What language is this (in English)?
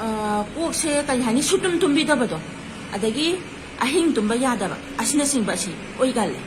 Manipuri